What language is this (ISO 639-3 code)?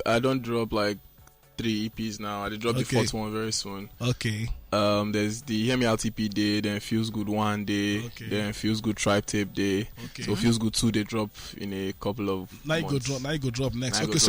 pcm